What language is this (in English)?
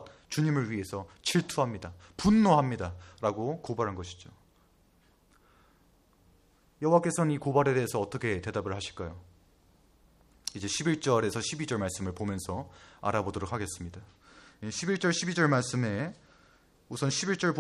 Korean